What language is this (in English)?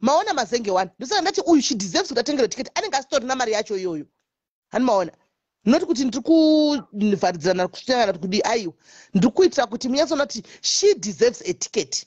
Shona